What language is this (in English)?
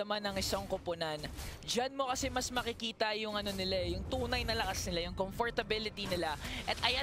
Filipino